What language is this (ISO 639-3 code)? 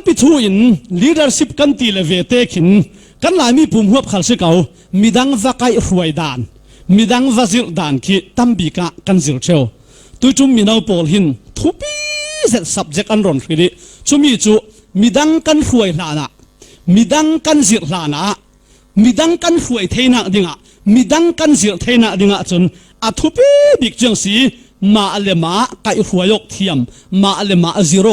cfm